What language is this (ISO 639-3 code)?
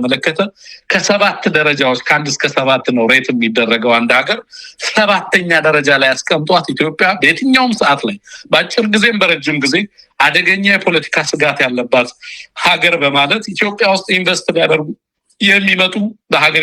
amh